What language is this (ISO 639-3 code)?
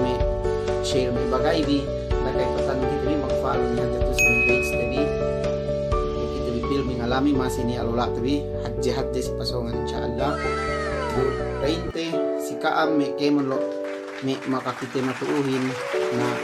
yka